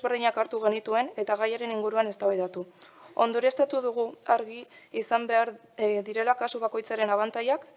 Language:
Basque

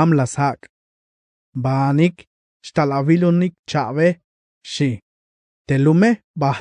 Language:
Tzeltal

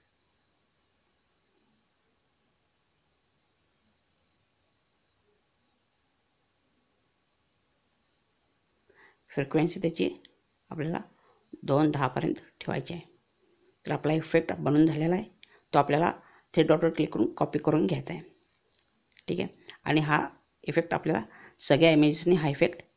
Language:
Marathi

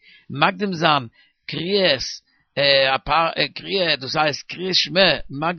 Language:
Yiddish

